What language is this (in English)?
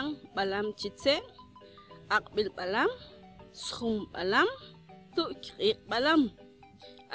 Mam